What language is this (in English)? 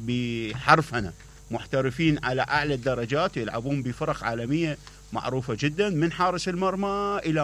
Mesopotamian Arabic